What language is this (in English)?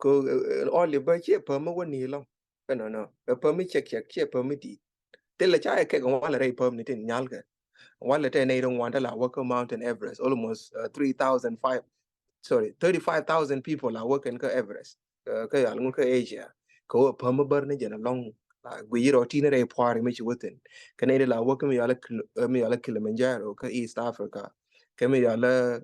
Nuer